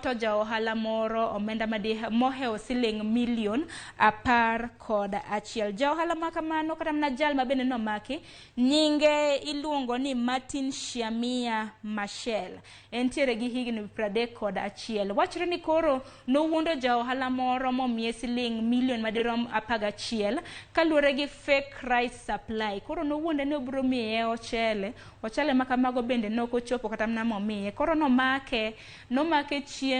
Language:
Luo (Kenya and Tanzania)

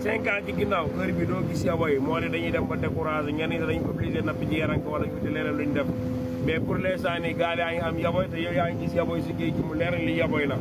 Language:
Wolof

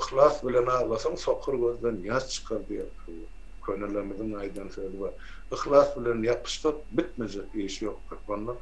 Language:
Turkmen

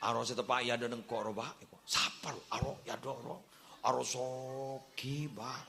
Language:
Madurese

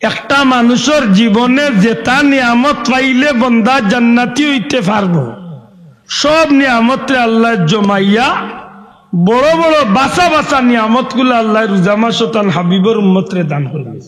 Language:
Sylheti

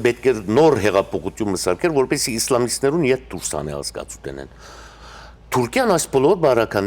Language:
Western Armenian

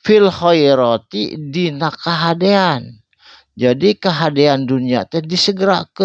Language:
Sundanese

